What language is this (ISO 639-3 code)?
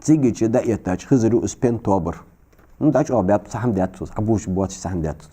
inh